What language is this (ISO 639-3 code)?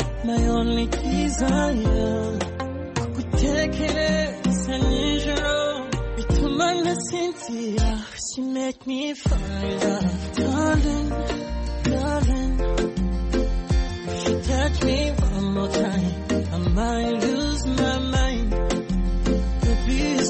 kin